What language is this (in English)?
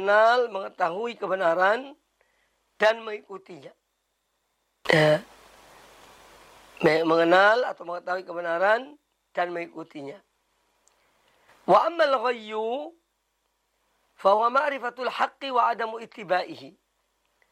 Indonesian